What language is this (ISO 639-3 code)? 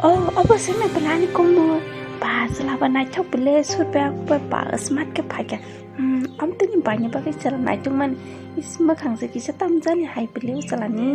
trp